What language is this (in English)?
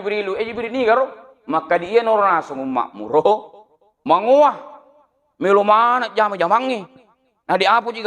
Buginese